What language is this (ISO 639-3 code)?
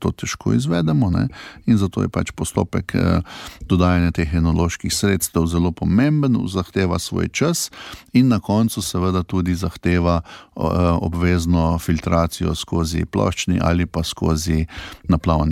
slv